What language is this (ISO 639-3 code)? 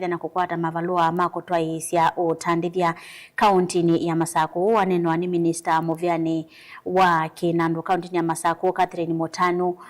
kam